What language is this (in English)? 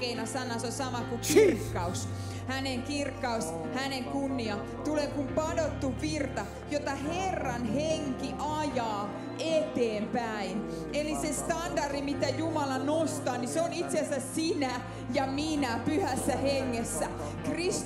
Finnish